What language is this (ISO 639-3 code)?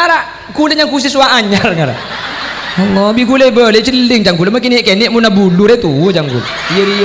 mad